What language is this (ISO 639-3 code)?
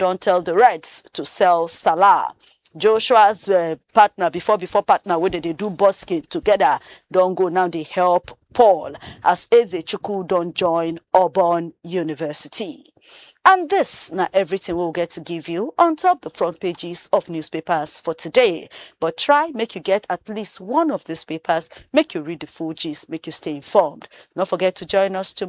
pcm